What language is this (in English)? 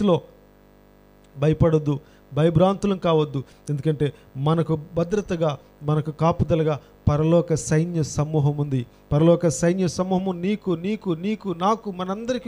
Telugu